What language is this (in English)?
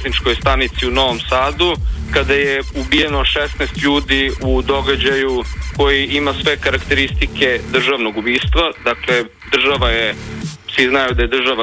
Serbian